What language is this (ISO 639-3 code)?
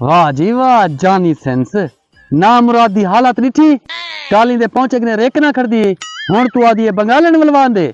skr